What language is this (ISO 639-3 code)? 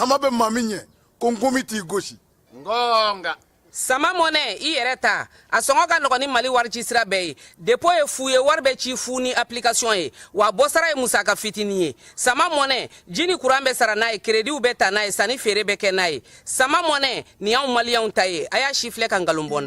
bam